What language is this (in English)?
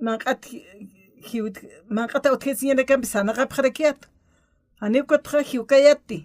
Aymara